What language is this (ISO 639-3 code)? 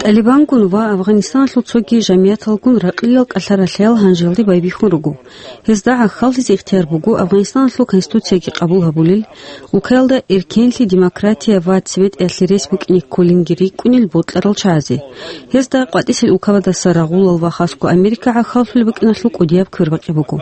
ava